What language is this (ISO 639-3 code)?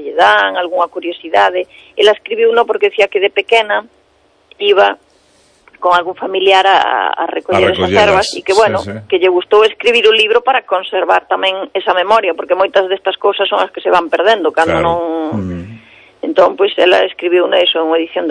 glg